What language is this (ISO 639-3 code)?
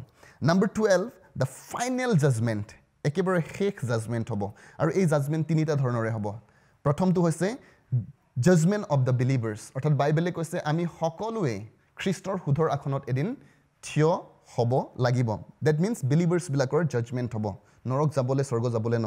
asm